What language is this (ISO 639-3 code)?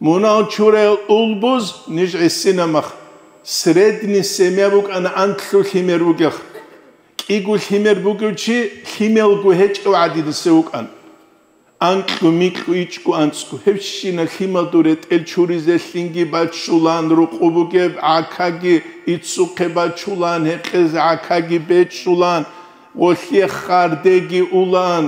ava